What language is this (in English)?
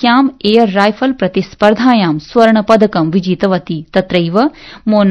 Sanskrit